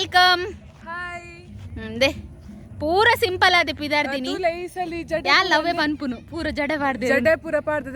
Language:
Tulu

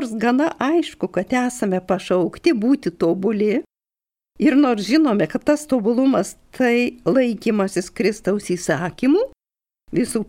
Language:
Lithuanian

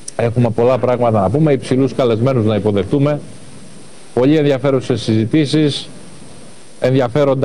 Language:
Greek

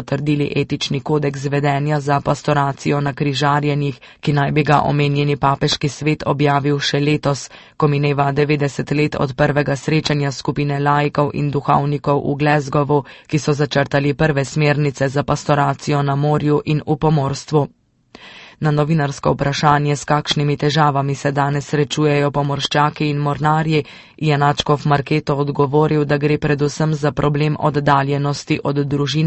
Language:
Slovenian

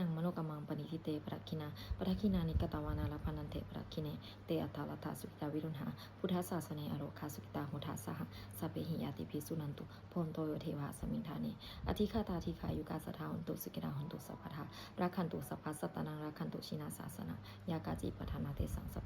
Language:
Pali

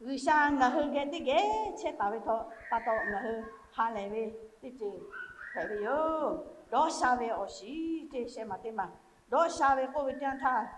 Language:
Lahu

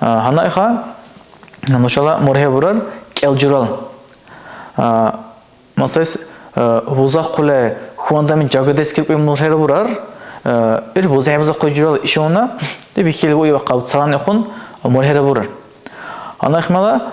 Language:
Dargwa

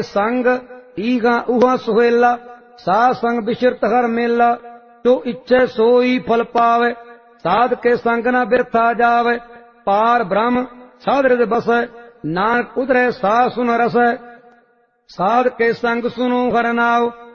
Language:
Punjabi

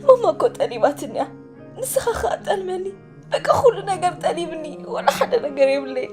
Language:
Tigrinya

